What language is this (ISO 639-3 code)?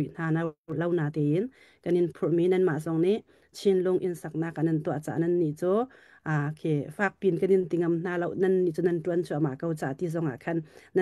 cnh